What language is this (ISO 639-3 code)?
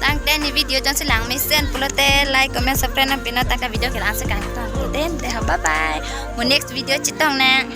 mjw